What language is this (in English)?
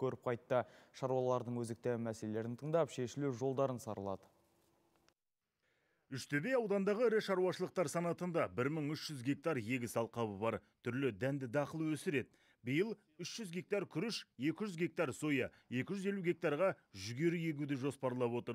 Kazakh